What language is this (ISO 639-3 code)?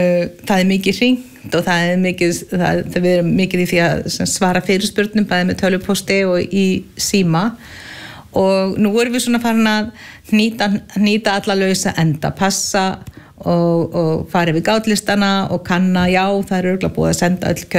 isl